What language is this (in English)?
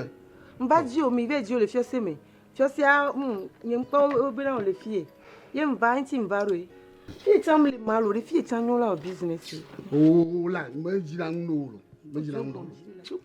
Ewe